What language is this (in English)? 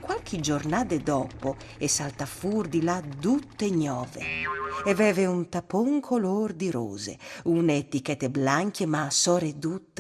Friulian